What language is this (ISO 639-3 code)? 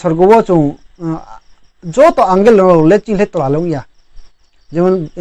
ria